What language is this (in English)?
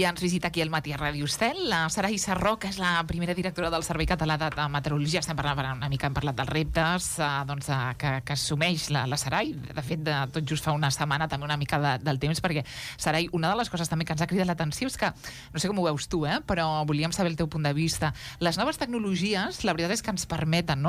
Catalan